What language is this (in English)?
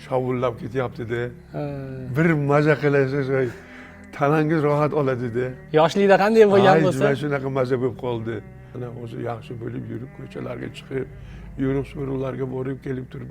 Uzbek